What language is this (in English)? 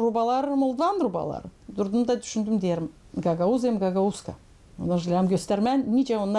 Gagauz